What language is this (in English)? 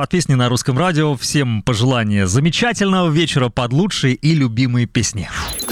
Russian